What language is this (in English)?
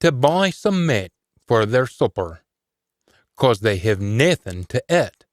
Scots